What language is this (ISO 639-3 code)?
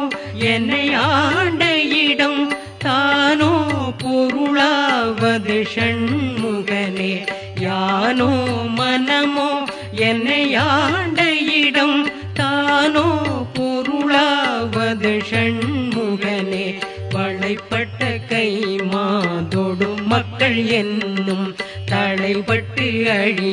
tam